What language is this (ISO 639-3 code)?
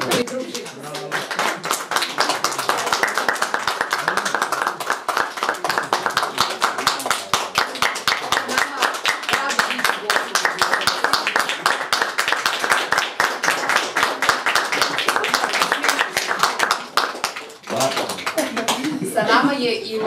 srp